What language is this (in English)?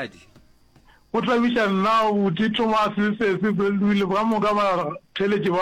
Northern Sotho